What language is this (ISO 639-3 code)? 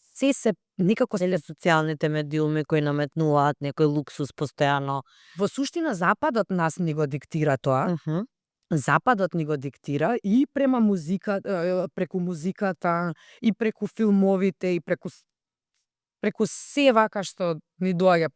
mkd